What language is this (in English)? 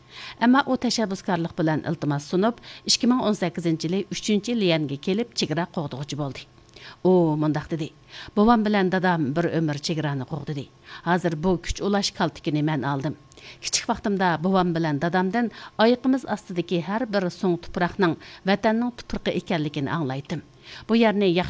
Uyghur